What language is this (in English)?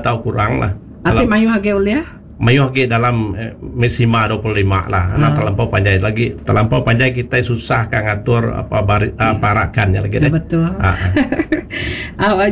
Iban